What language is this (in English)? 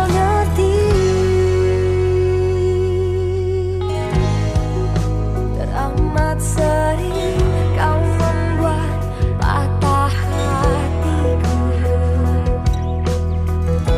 Indonesian